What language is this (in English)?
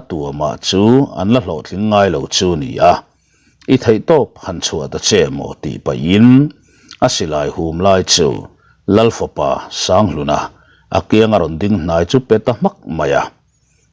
Mizo